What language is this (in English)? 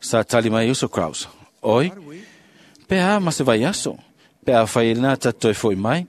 Samoan